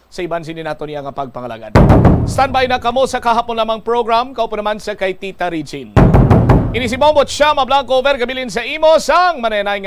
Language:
Hiligaynon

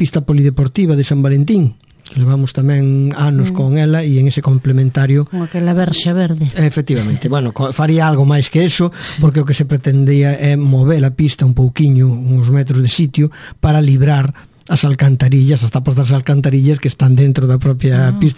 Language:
Galician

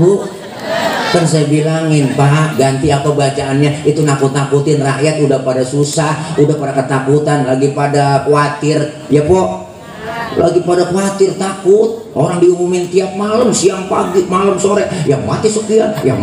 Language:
Betawi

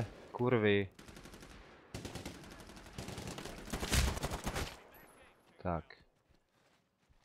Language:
Czech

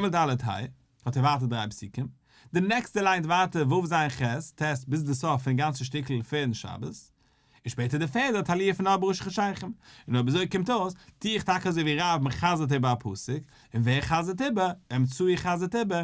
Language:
Yiddish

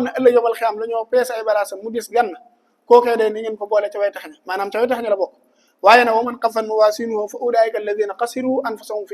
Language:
Wolof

